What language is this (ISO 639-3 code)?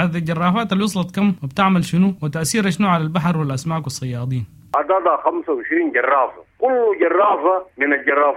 apd